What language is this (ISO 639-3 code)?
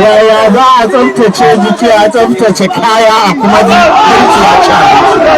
hau